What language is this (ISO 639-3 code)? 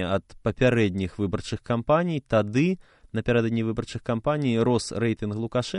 bel